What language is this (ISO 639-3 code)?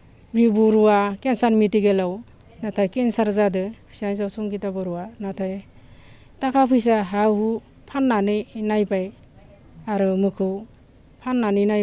brx